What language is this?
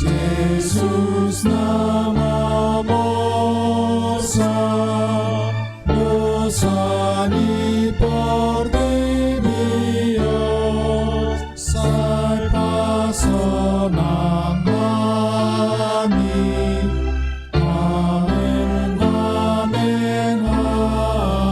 Batak Toba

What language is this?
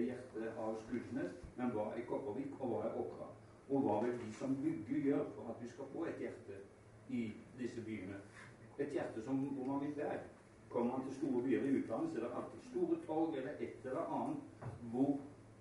Norwegian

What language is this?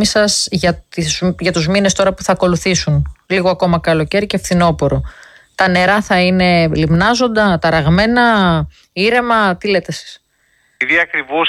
Greek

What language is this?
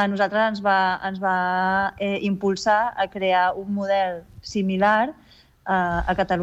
Catalan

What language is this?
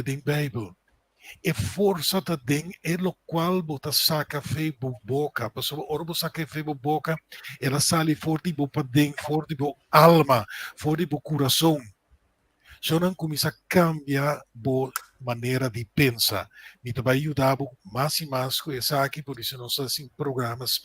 Papiamento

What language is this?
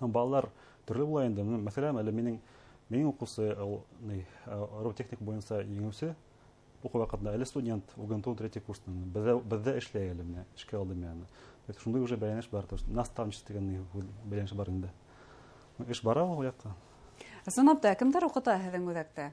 Bashkir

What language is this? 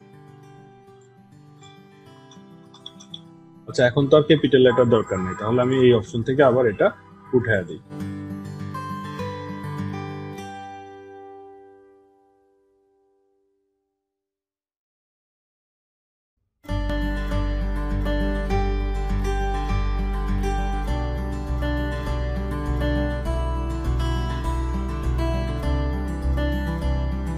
Bangla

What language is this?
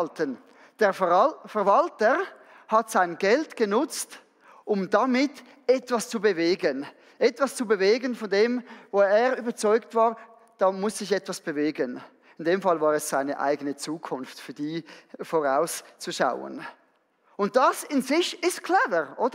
Swiss German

